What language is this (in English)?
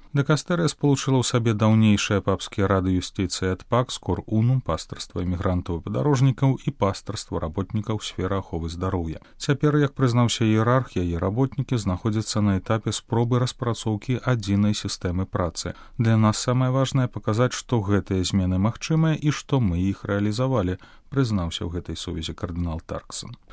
Belarusian